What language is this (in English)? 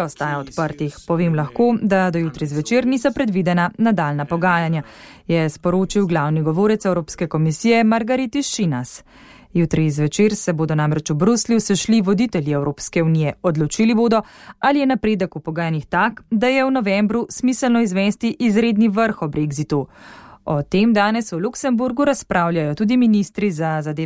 Slovenian